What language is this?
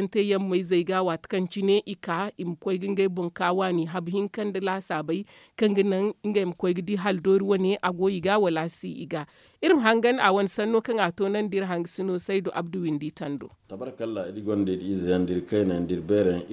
Zarma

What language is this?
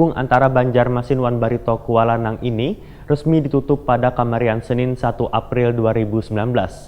Banjar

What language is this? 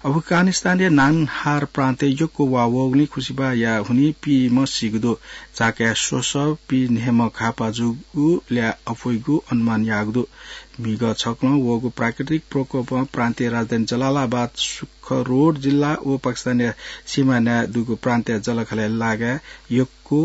Newari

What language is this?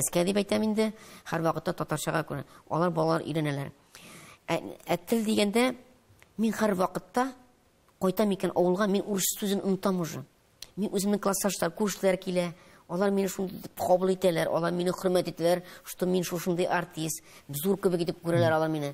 Tatar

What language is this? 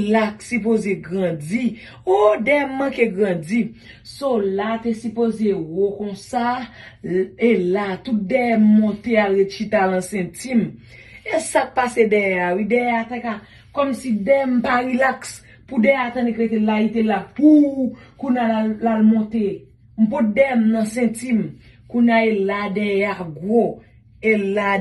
Haitian Creole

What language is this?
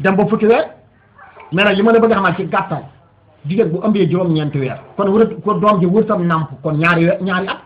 Wolof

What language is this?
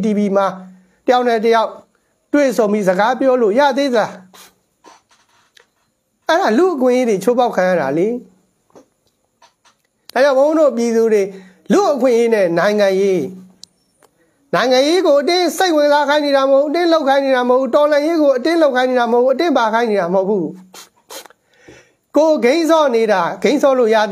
Burmese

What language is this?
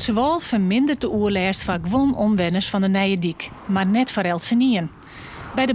Western Frisian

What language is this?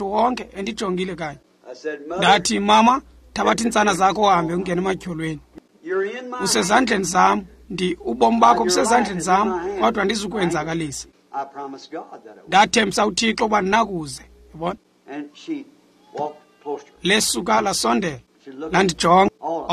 Xhosa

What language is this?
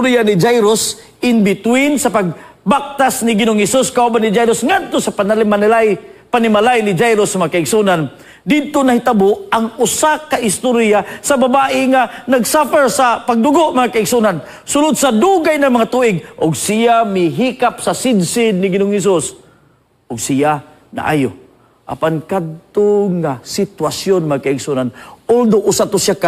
Cebuano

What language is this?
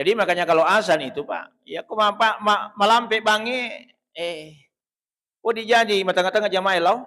Buginese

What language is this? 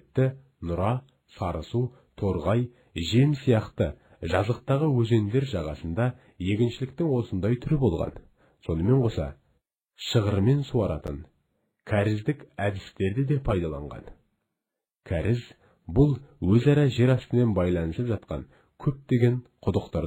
Kazakh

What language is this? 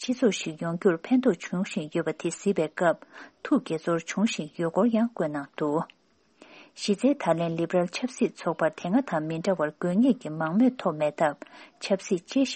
Tibetan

